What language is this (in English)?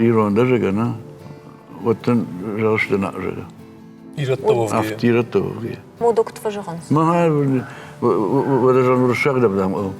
Ossetic